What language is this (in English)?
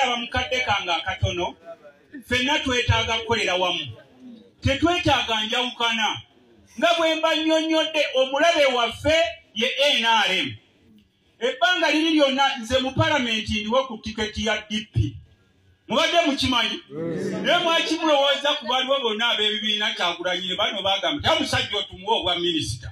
Ganda